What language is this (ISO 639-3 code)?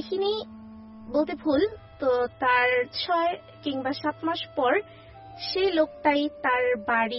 ben